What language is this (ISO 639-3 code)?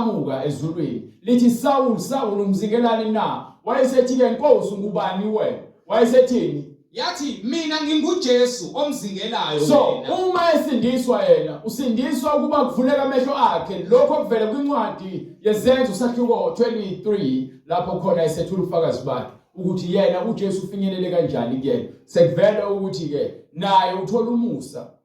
zul